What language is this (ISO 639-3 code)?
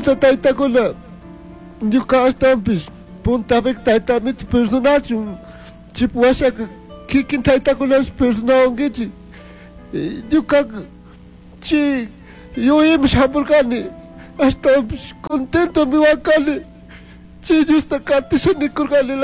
qug